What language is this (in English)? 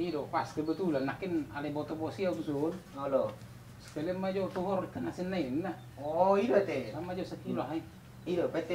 Batak Toba